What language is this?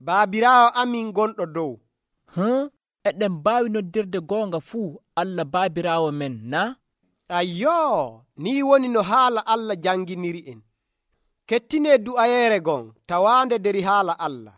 Nigerian Fulfulde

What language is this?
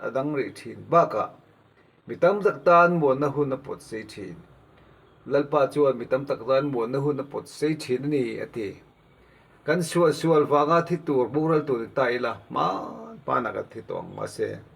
Mizo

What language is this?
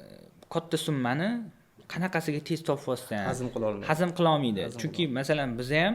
Uzbek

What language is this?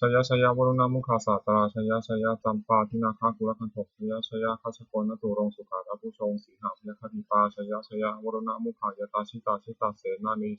Pali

